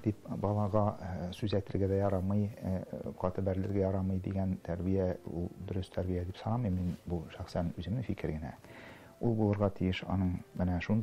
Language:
Tatar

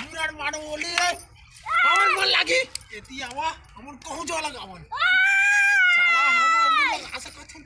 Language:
Chhattisgarhi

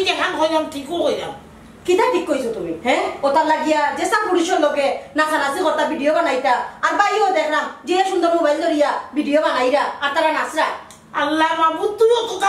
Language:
Sylheti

